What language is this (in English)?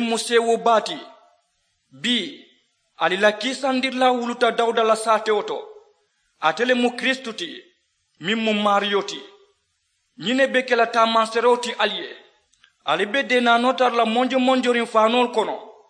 Mandingo